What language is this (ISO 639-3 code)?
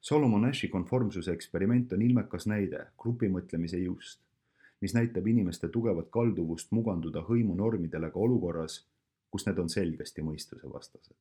est